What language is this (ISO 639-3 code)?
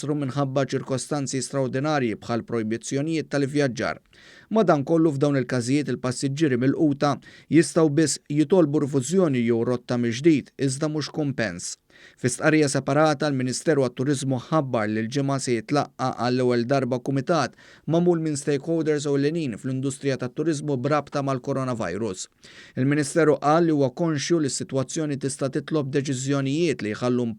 mlt